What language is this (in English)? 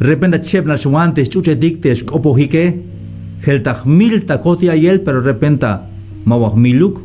Tzeltal